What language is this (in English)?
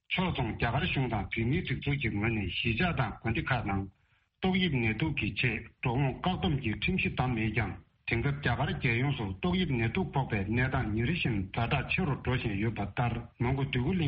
Tibetan